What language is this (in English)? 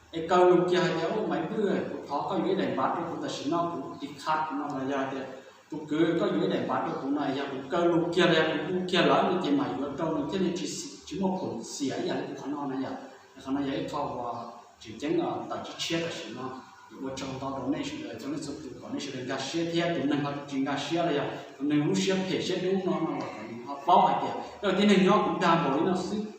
Hmong